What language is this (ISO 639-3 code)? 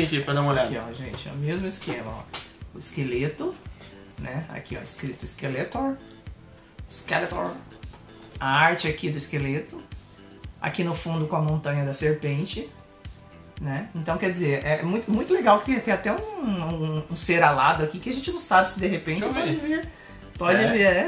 por